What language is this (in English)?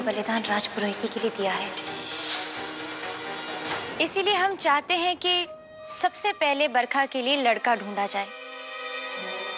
Hindi